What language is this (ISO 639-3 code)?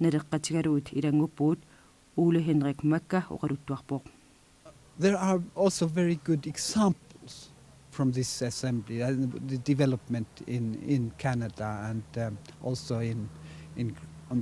kal